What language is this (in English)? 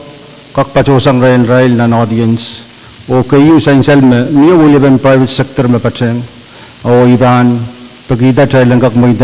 Pohnpeian